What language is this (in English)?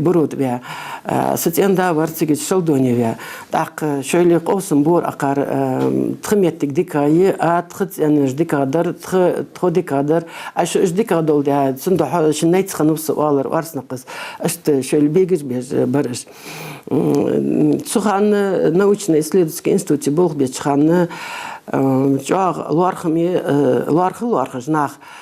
Ingush